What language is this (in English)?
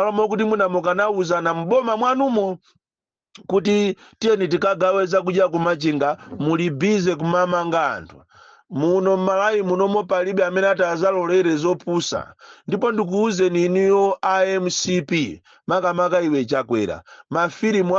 Nyanja